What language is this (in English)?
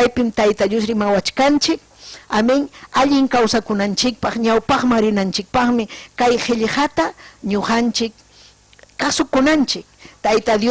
Ayacucho Quechua